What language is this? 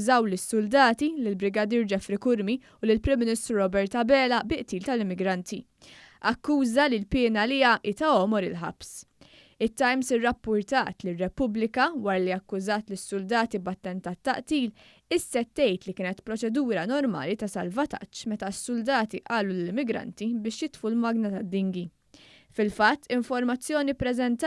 Maltese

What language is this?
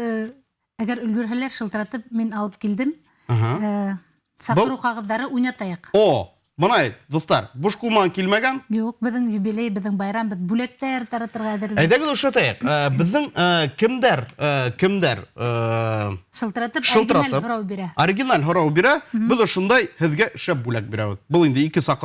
Bashkir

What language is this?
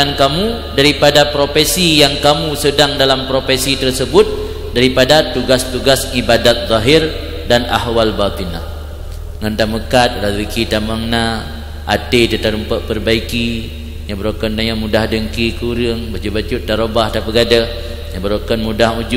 Achinese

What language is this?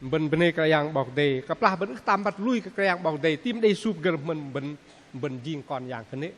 Bahnar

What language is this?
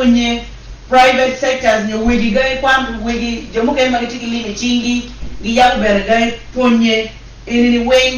Acoli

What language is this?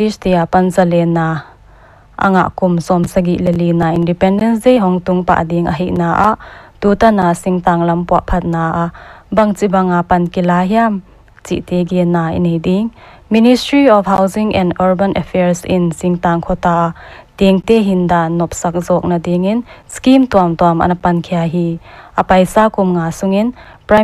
Paite Chin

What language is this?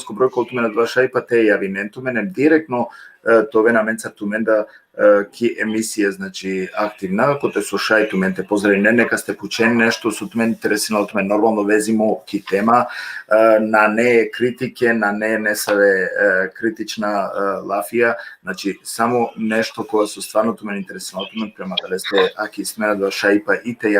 Balkan Romani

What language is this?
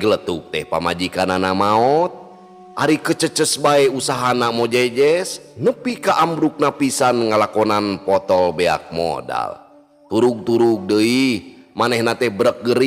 Sundanese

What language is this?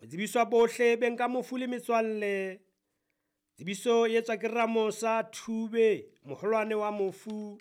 Southern Sotho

